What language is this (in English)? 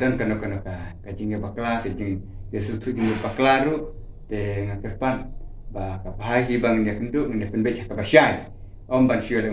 Khasi